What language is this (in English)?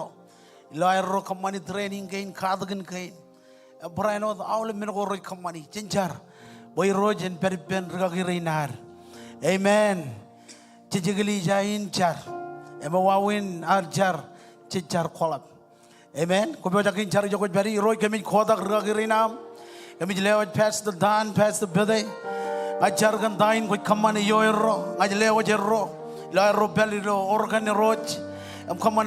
Marshallese